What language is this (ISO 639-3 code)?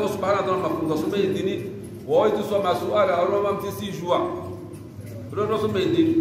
swa